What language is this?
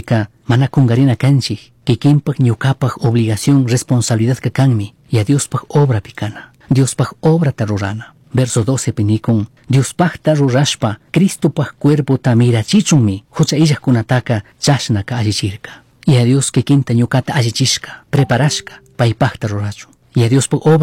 Chimborazo Highland Quichua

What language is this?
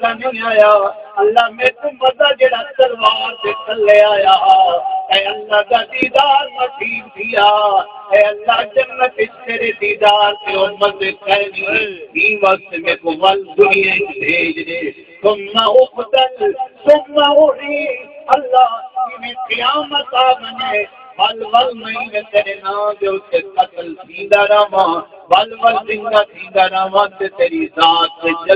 Saraiki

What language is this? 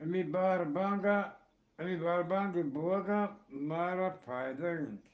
Eastern Balochi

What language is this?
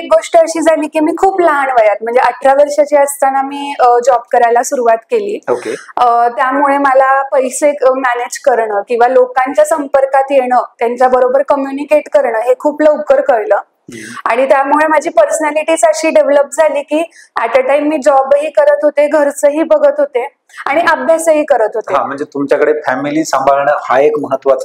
Marathi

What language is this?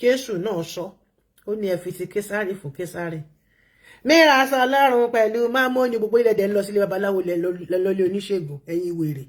Yoruba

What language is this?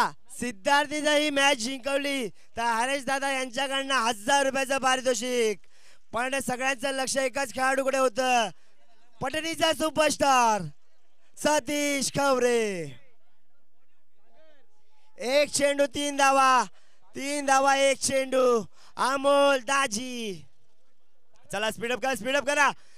Marathi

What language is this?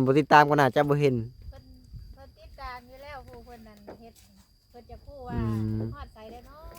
Lao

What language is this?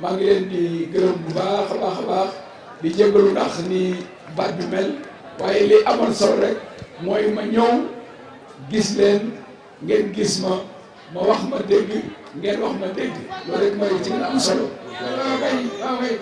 Wolof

